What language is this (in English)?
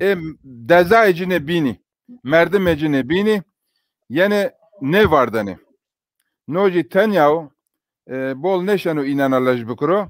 Zaza